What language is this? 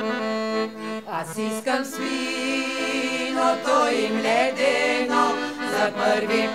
Bulgarian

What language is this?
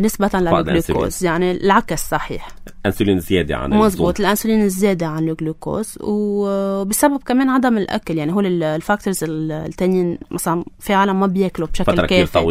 North Levantine Arabic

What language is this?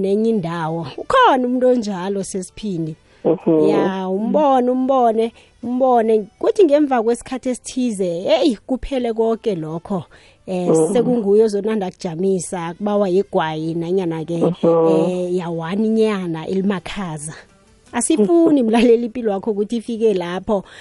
South Ndebele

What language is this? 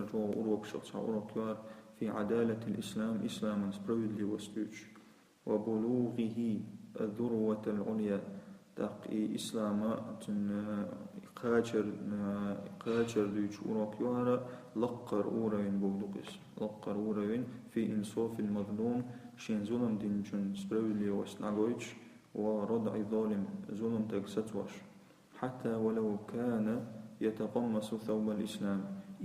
Chechen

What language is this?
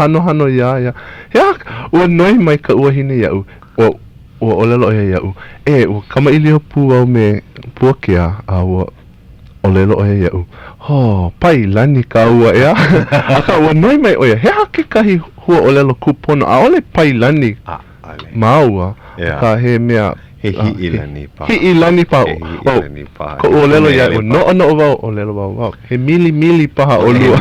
Hawaiian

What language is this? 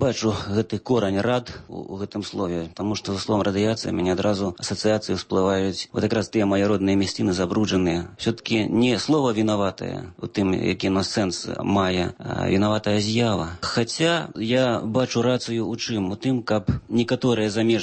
Belarusian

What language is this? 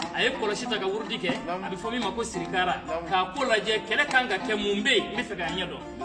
Bambara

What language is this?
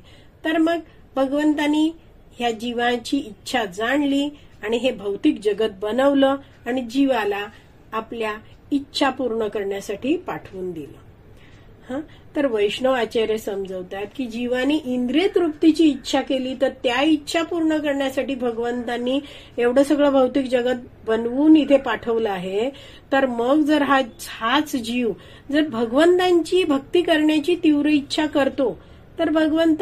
Marathi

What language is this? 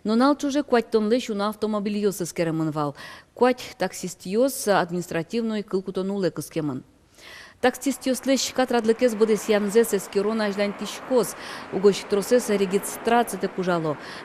Udmurt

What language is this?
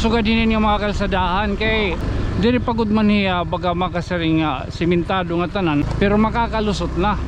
Waray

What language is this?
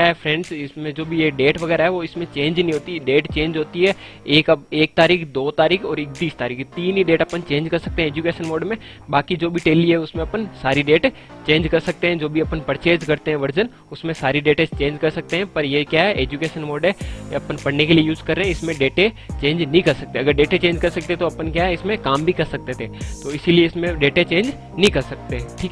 Hindi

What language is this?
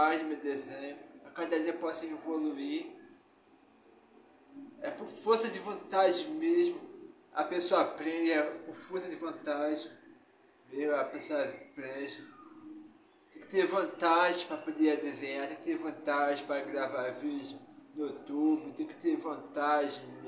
Portuguese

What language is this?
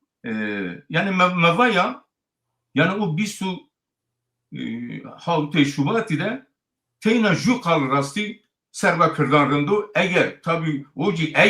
Zaza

